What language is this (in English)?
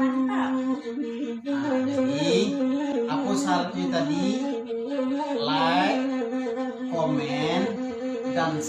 Minangkabau